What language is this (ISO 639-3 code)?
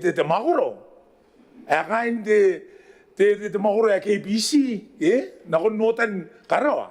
gil